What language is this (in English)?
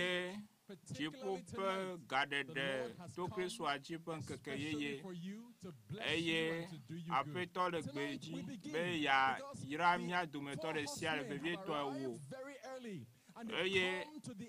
Ewe